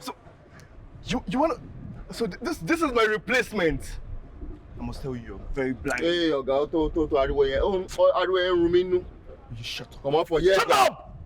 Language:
Nigerian Pidgin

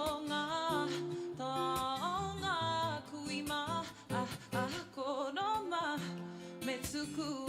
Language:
Māori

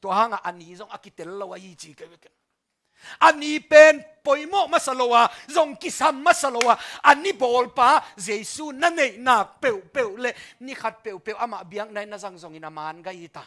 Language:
Tedim Chin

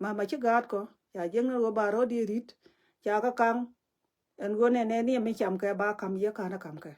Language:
Nuer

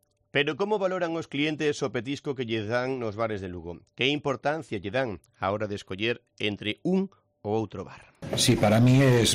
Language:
Galician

